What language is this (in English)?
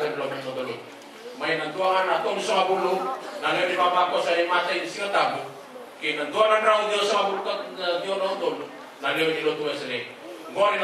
Fijian